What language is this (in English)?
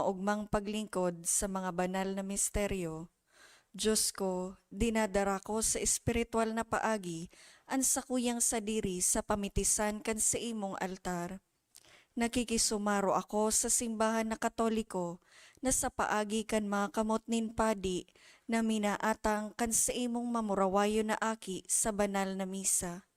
Bikol